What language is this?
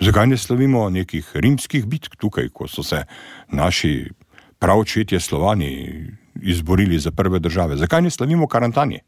Slovenian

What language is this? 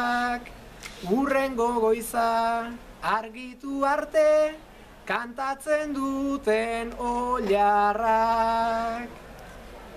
Basque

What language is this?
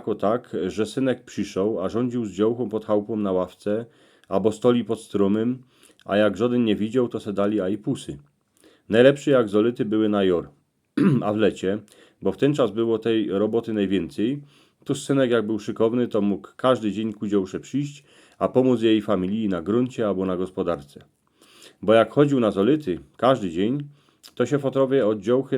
Silesian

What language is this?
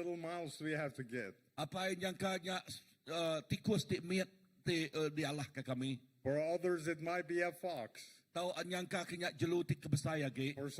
Iban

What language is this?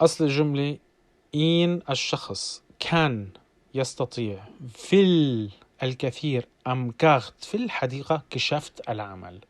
North Levantine Arabic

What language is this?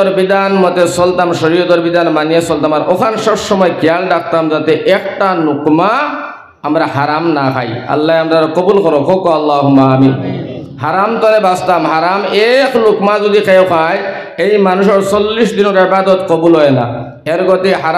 Sylheti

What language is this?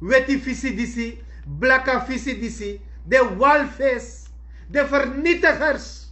Sranan Tongo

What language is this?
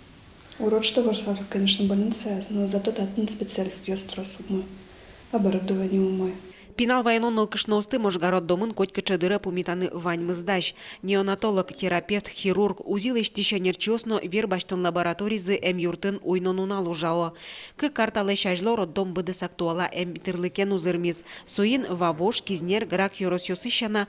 Udmurt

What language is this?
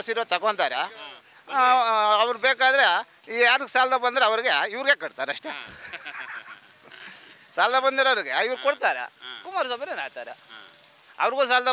Kannada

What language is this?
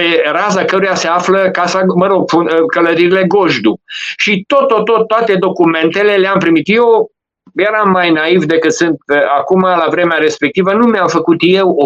Romanian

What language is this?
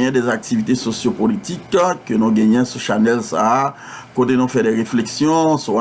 Haitian Creole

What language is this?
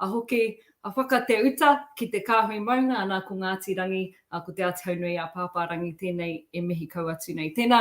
Māori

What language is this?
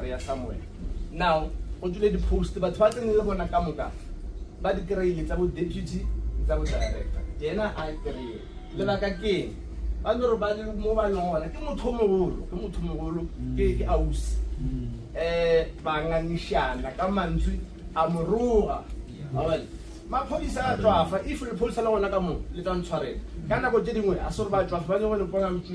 Northern Sotho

